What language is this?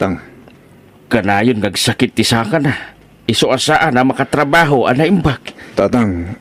Iloko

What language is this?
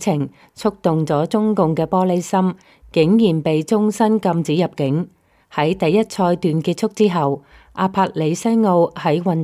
Cantonese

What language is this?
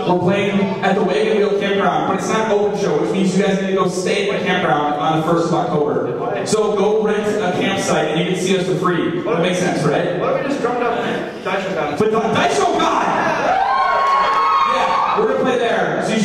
English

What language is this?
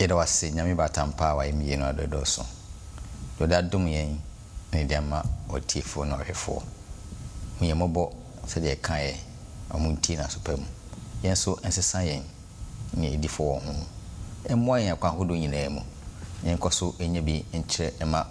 Akan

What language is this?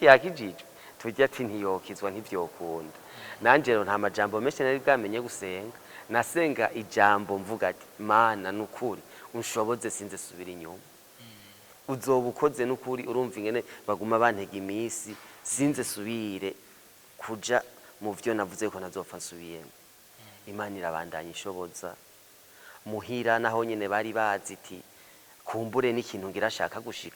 Rundi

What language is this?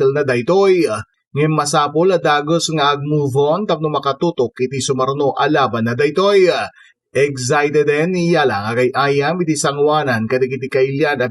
Iloko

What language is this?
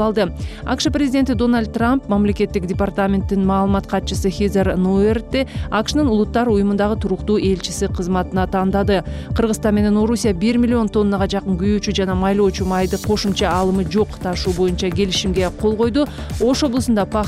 Kyrgyz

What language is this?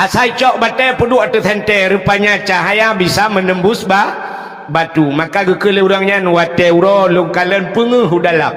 Achinese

